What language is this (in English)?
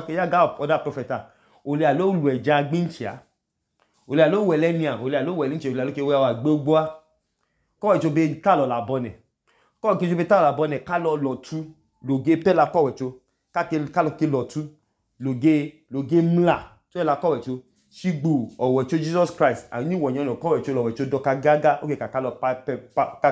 Idoma